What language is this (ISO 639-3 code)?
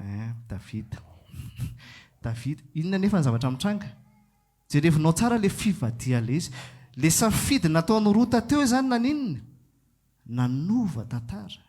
mlg